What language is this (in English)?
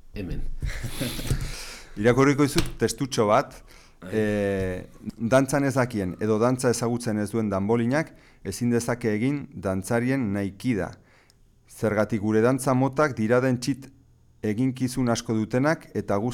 Basque